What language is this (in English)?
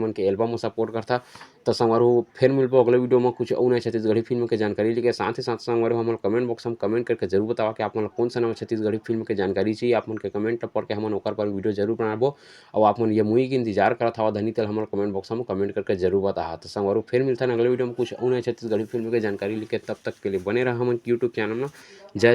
Chhattisgarhi